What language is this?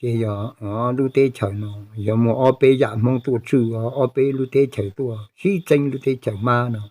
Hmong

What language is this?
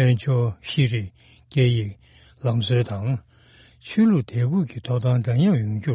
Tibetan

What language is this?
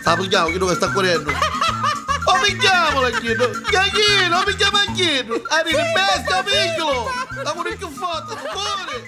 Neapolitan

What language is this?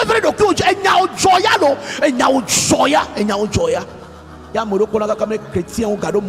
Ewe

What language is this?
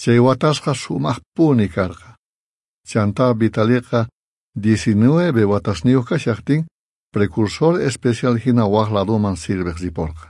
South Bolivian Quechua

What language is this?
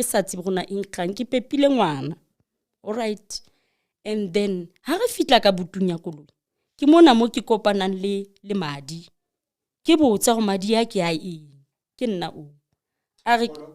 Southern Sotho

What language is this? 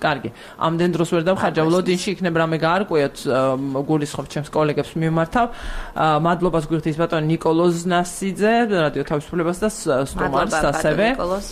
Georgian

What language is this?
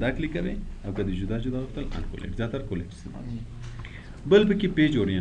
Pashto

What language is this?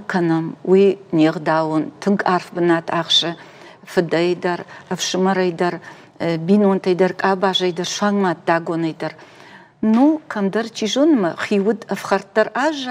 Ossetic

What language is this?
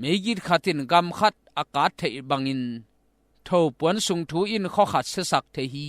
Tedim Chin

